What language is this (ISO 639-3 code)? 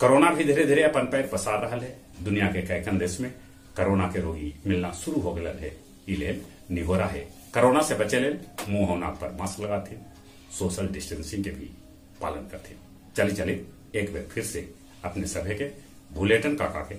mag